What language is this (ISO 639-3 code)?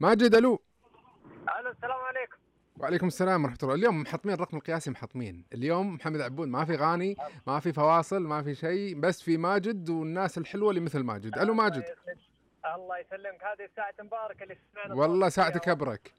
ars